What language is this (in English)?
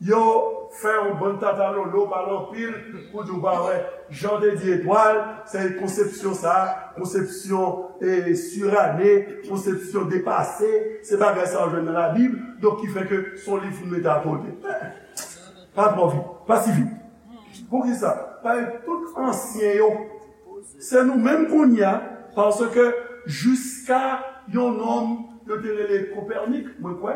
Haitian Creole